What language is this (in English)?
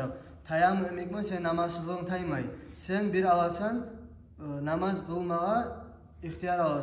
Kumyk